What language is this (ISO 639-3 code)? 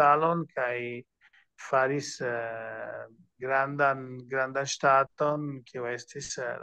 epo